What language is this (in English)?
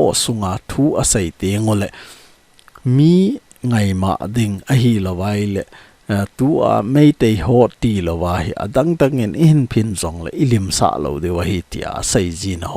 Thado Chin